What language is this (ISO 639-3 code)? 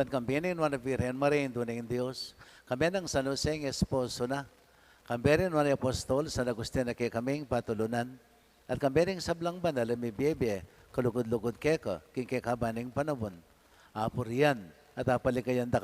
pam